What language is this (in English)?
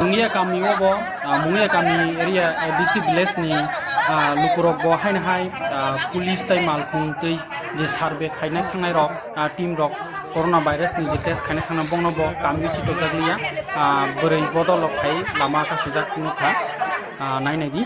Kok Borok